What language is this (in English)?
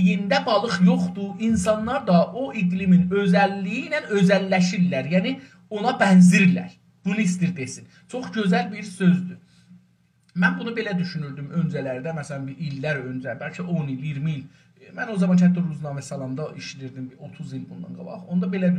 South Azerbaijani